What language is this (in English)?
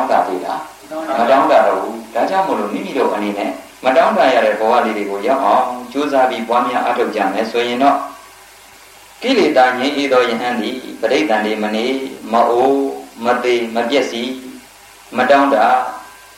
Burmese